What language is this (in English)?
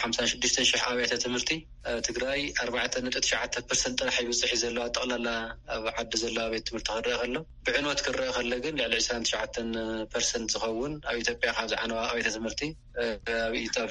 Tigrinya